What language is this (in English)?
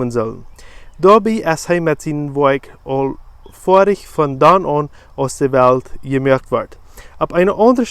Plautdietsch